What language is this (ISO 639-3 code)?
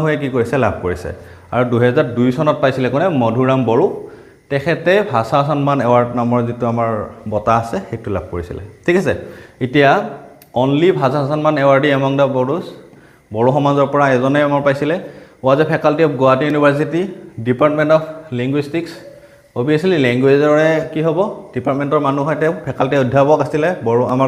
asm